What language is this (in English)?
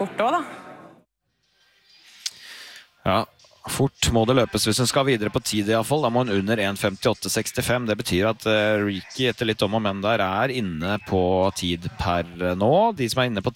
Norwegian